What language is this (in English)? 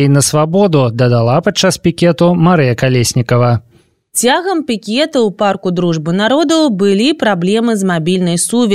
Belarusian